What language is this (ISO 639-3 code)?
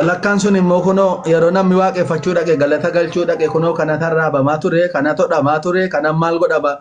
orm